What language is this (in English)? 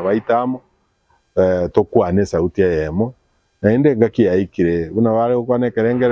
Gusii